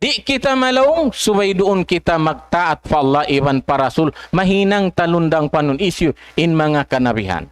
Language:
Tausug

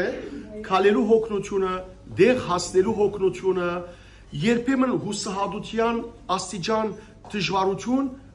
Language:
Western Armenian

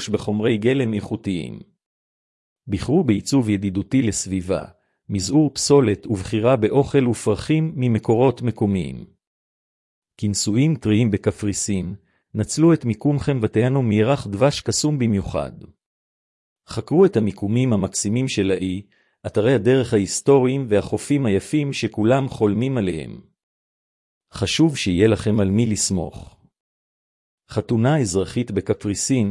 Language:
Hebrew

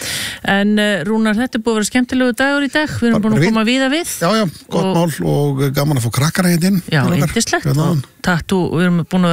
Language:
Icelandic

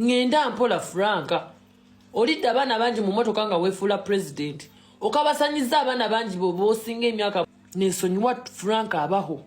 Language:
Ganda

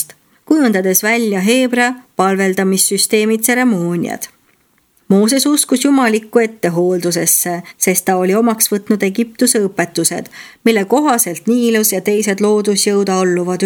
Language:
Estonian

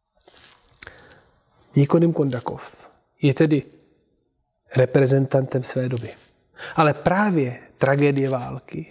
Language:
Czech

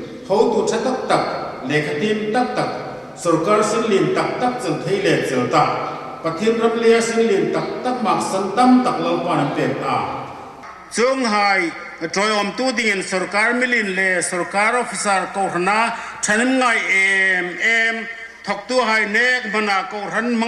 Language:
Hmar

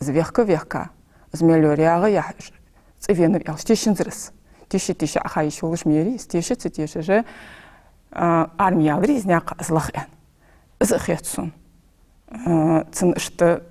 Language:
Ingush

